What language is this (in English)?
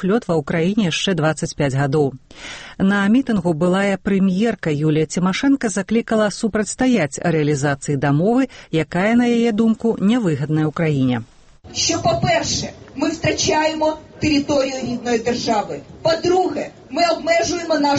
Belarusian